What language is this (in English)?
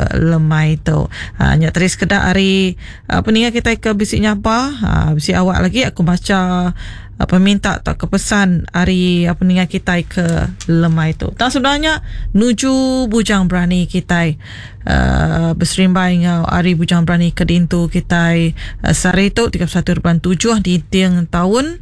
Iban